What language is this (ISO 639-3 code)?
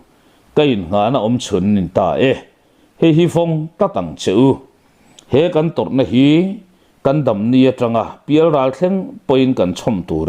lus